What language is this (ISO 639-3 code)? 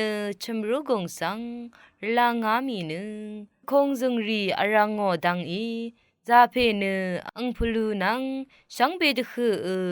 raw